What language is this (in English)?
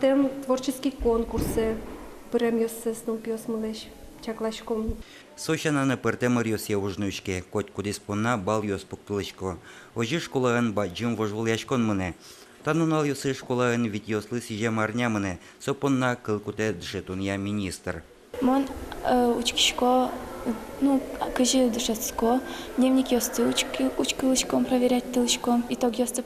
Udmurt